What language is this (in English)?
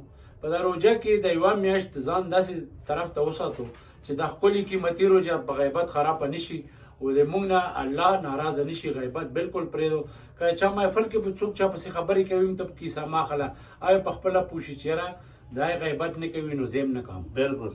Pashto